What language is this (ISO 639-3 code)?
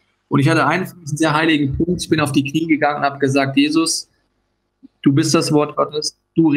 gsw